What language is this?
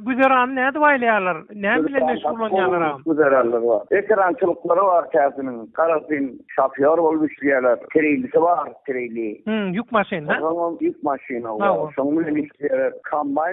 Turkmen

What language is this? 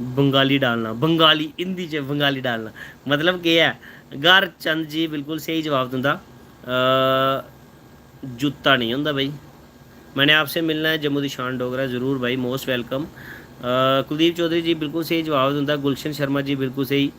Dogri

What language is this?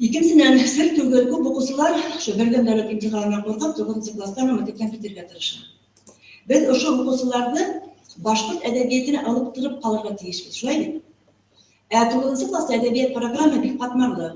Bashkir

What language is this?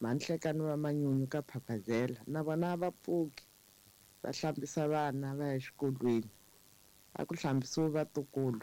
Tsonga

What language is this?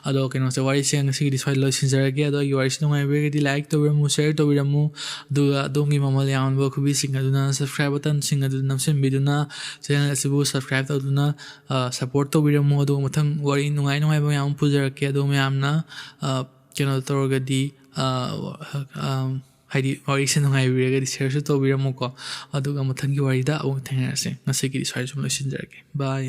Manipuri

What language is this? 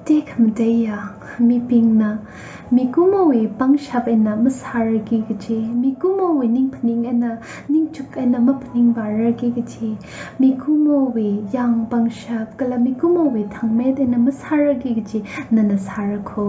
Tangkhul Naga (India)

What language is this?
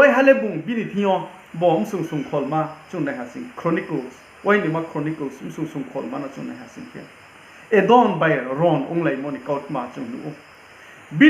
Riang (India)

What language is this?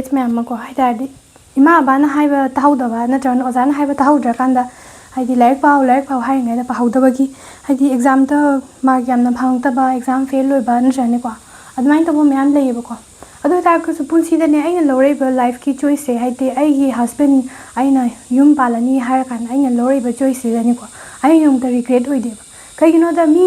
Manipuri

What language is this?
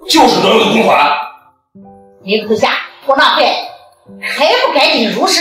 Chinese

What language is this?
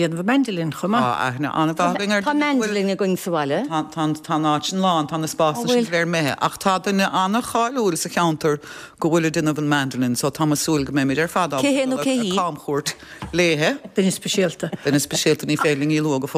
Irish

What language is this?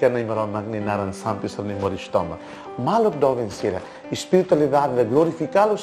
Tetum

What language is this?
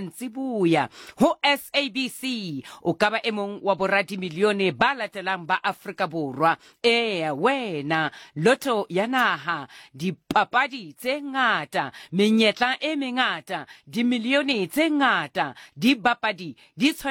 Southern Sotho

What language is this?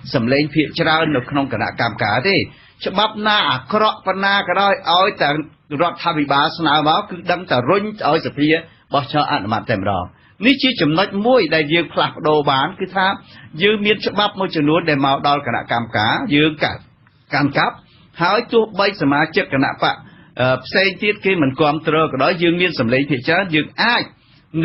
Khmer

